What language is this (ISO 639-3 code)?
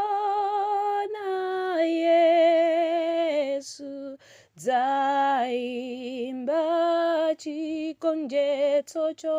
nya